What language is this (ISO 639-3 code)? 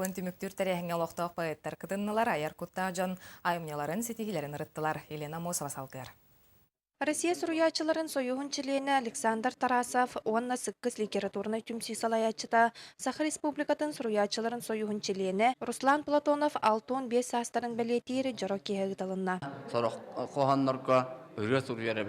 sah